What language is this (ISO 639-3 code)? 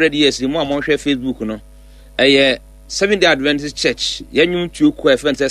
aka